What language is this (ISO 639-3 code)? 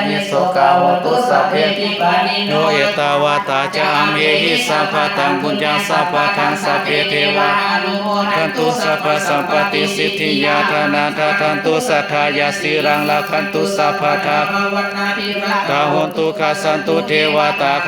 pli